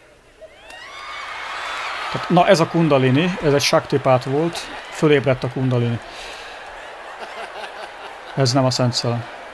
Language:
Hungarian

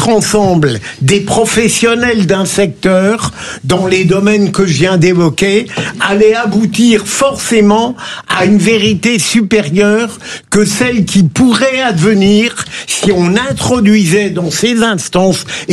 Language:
French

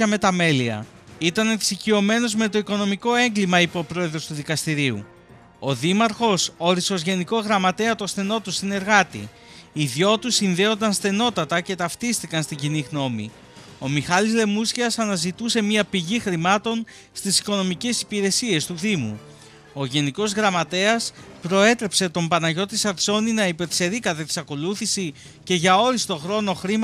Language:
Greek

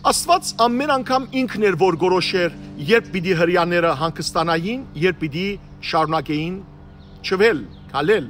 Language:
Western Armenian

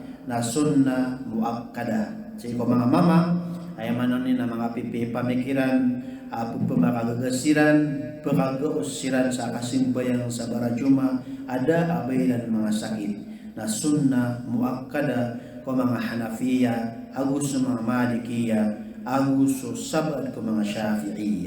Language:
Maranao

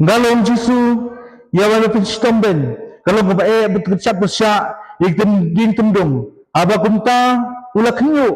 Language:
Khasi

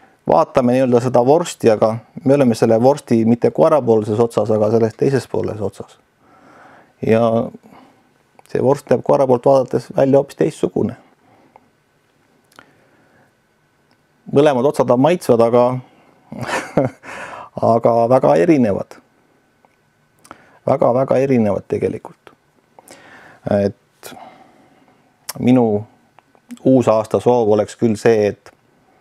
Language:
Estonian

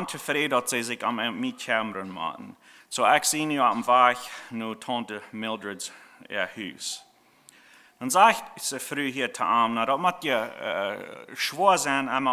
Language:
Plautdietsch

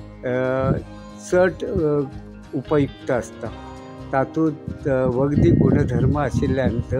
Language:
Konkani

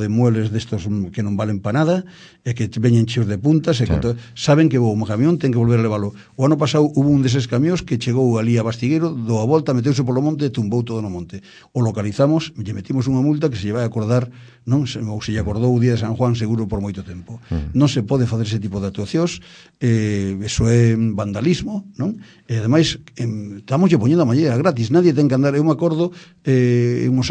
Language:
Galician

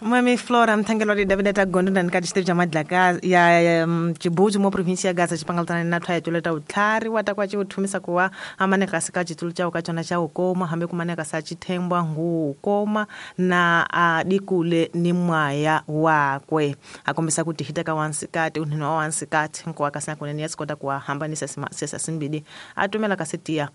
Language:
Tsonga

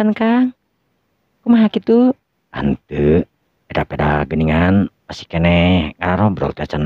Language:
Sundanese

